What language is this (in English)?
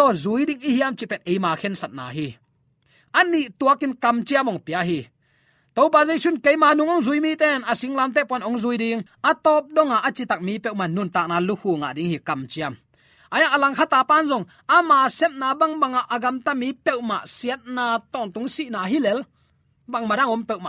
Tedim Chin